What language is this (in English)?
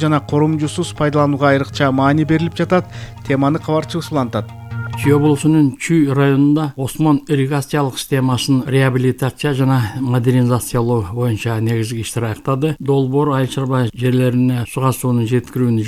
Kyrgyz